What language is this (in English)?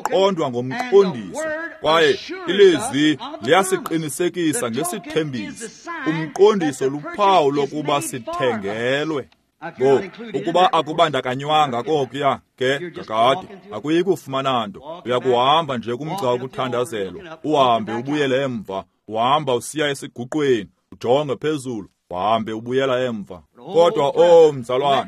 Xhosa